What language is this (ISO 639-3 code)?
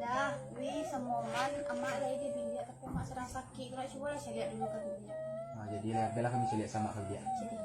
min